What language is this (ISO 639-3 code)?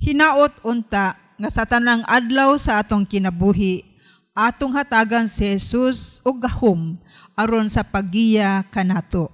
ceb